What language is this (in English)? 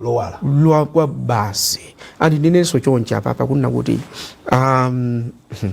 Nyanja